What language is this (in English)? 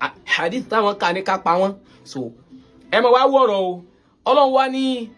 Yoruba